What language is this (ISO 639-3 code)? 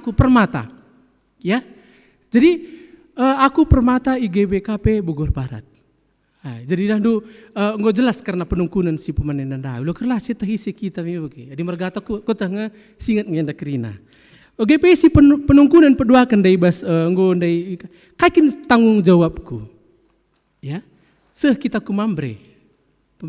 btx